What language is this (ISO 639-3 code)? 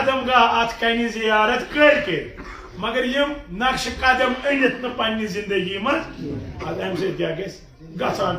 kas